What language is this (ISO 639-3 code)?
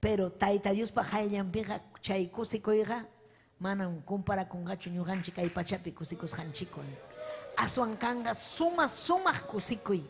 quy